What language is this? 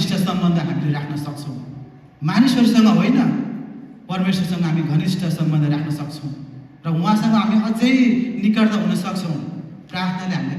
Nepali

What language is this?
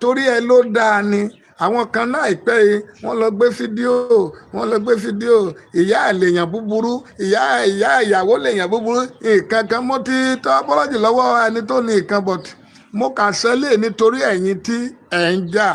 Yoruba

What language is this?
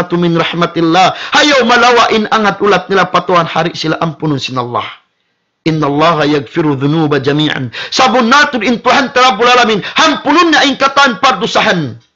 Tausug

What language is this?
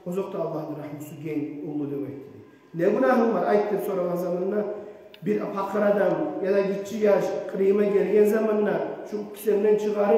Kumyk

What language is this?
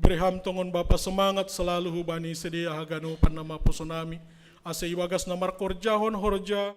Batak Simalungun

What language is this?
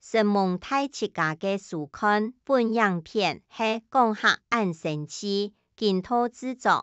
Hakka Chinese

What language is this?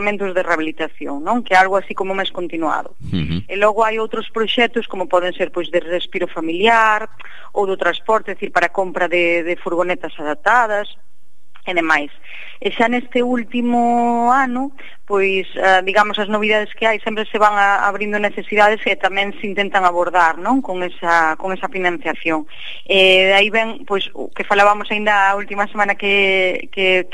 Galician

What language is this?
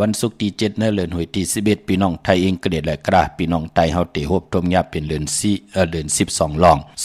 Shan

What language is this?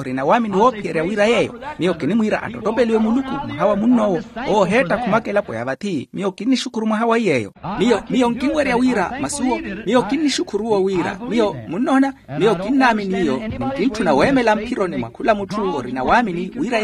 Makhuwa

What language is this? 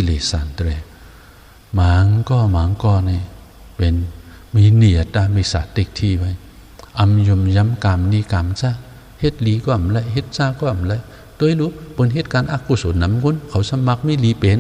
Shan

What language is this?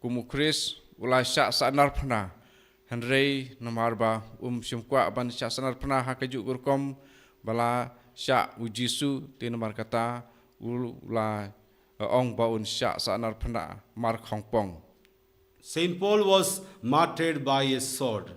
Khasi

